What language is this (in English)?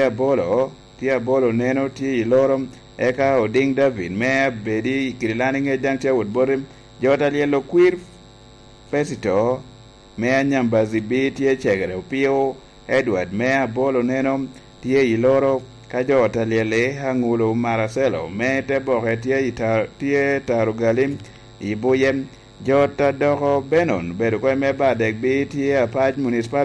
Lango (Uganda)